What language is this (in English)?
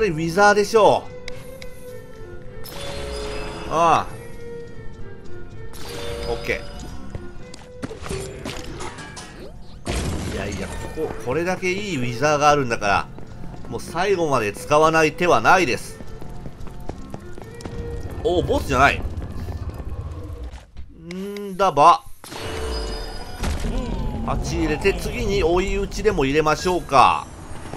Japanese